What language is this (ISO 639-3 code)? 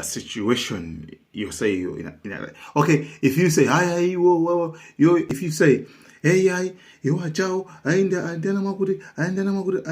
nya